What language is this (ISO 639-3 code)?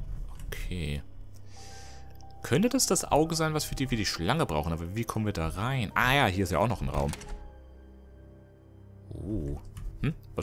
deu